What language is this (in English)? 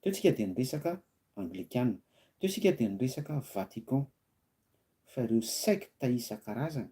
Malagasy